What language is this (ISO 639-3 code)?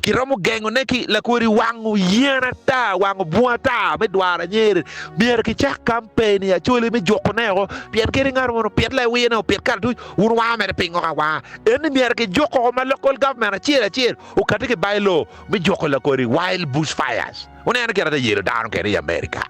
ach